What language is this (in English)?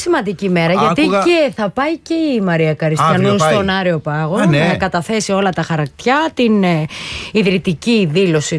Greek